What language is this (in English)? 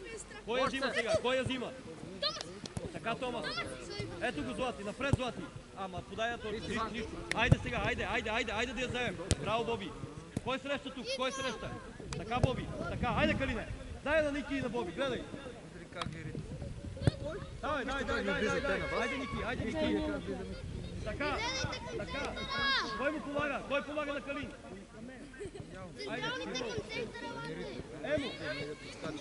Bulgarian